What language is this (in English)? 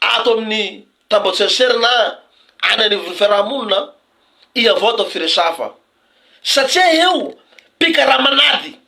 Malagasy